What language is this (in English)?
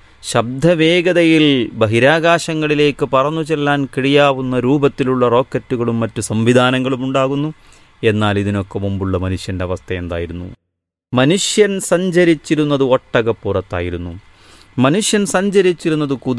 Malayalam